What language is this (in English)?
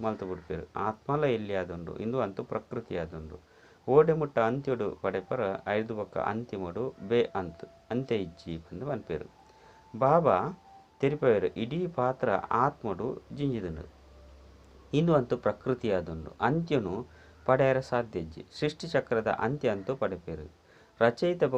Tulu